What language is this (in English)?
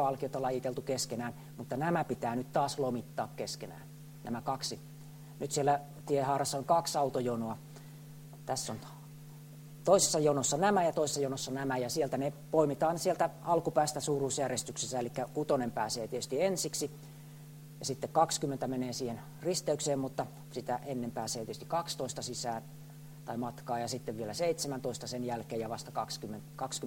Finnish